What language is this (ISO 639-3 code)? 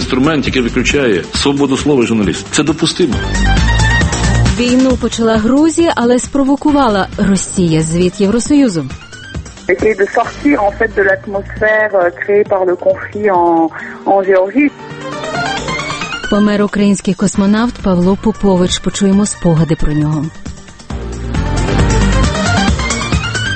ukr